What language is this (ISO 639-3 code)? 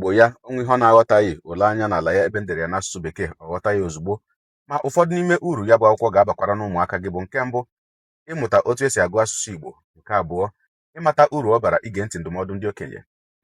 ibo